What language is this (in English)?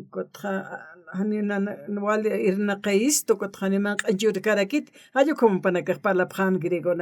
Aymara